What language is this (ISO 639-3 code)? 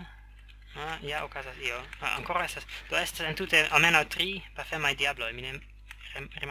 epo